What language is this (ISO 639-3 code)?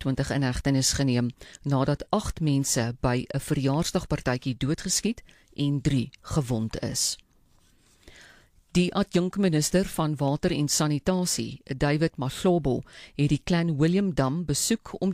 afr